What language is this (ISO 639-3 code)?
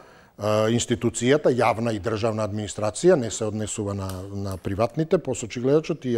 mkd